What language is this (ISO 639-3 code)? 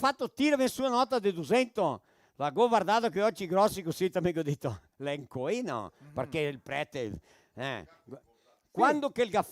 vec